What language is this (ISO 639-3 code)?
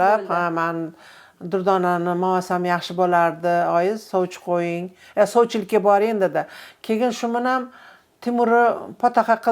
uzb